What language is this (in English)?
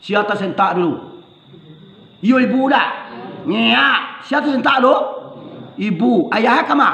Minangkabau